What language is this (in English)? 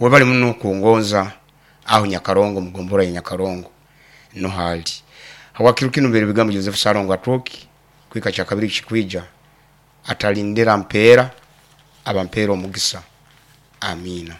Nyoro